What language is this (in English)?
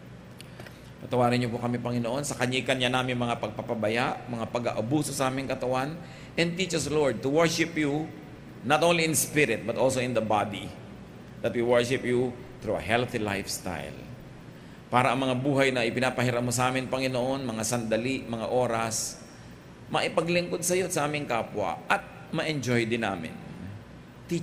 Filipino